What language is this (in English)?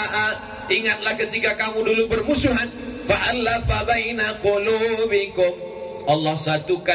Indonesian